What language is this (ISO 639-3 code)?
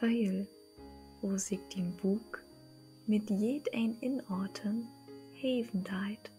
nds